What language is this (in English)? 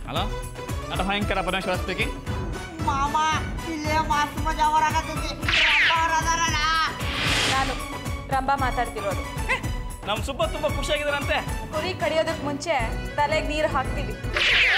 Kannada